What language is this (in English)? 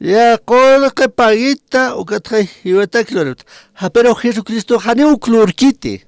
Aymara